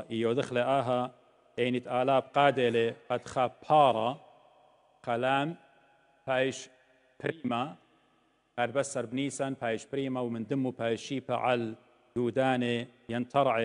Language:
Assyrian Neo-Aramaic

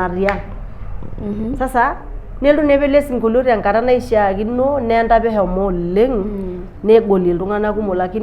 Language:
Masai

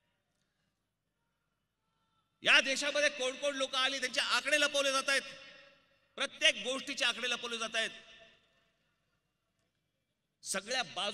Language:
Marathi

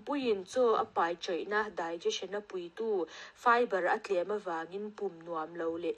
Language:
Mizo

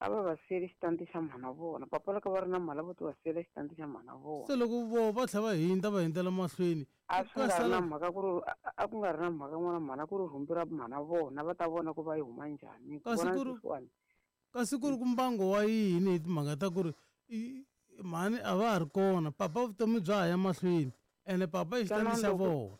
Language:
Tsonga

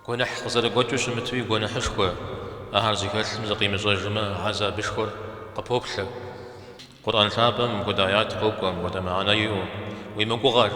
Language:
Kabardian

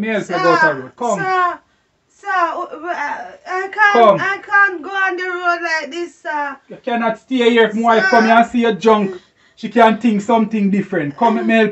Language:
Jamaican Creole English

